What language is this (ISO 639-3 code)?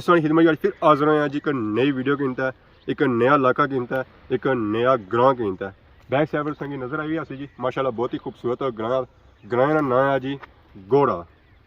phr